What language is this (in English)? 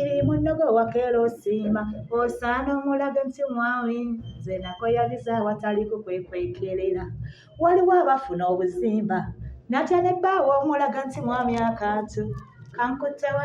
Ganda